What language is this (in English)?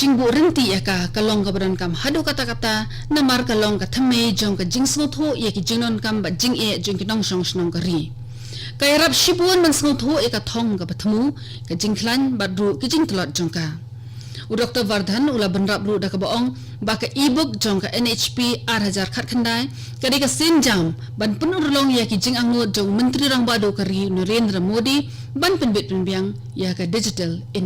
Khasi